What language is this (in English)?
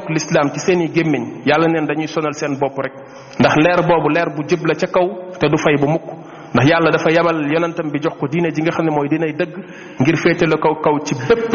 Wolof